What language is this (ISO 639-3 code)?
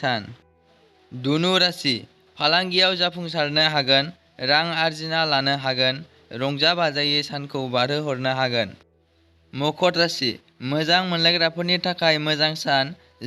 brx